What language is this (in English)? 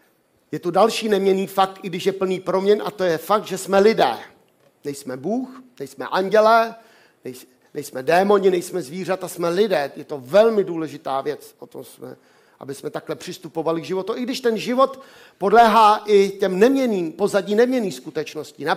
Czech